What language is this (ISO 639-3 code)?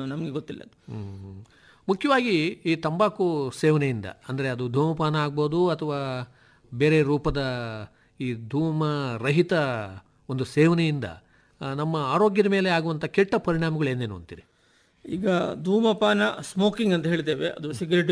kan